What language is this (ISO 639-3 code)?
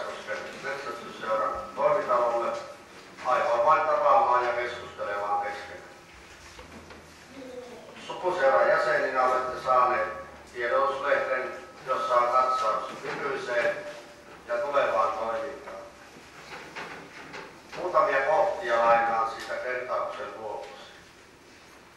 fin